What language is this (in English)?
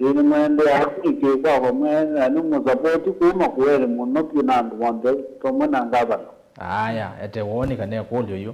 Kamba